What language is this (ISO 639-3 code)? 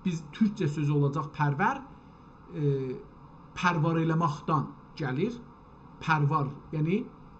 azb